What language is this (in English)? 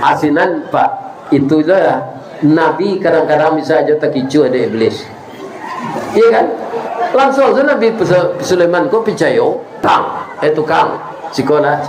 Minangkabau